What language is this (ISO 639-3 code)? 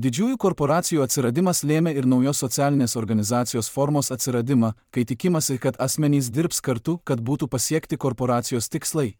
lit